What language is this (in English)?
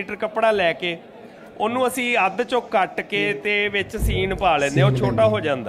Punjabi